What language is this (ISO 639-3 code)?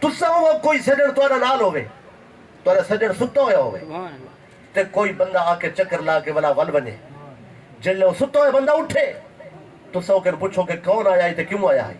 skr